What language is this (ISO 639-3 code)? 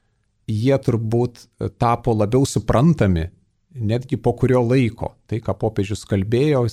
lit